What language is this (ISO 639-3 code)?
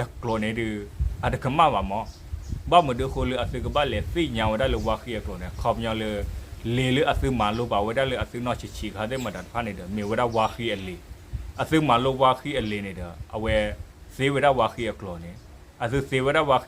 ksw